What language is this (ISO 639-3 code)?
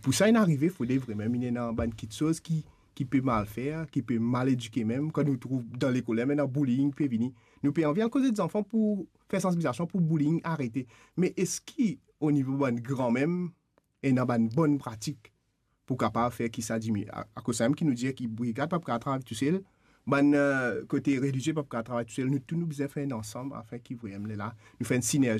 mfe